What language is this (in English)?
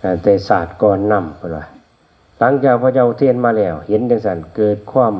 Northeastern Thai